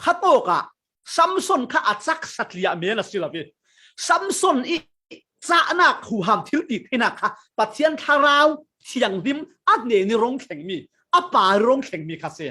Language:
Falam Chin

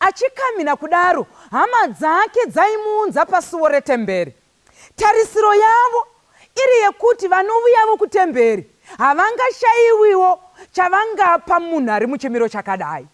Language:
Shona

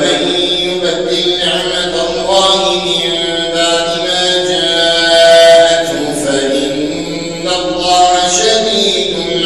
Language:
Arabic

